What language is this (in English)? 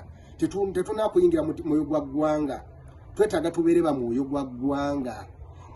Ganda